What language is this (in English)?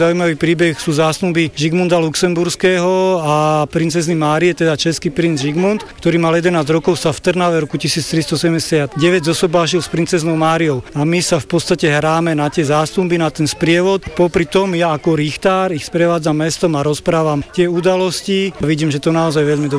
Slovak